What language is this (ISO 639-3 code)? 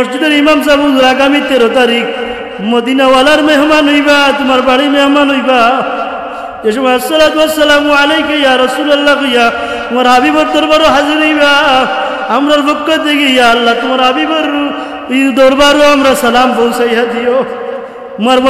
syl